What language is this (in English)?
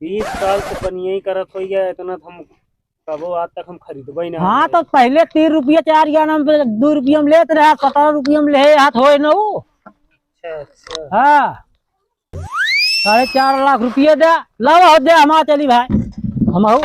Awadhi